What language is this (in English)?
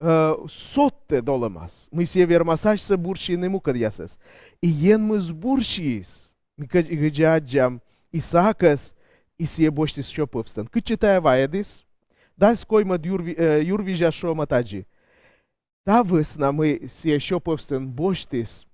Komi